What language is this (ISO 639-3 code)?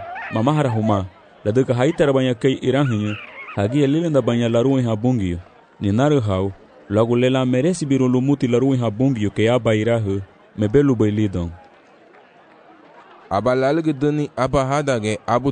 cab